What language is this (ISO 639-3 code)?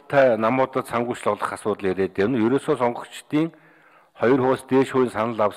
mon